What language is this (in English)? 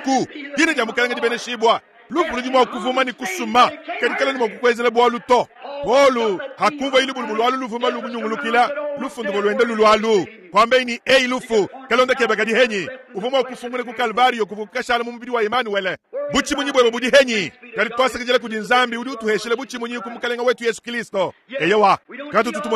Luba-Lulua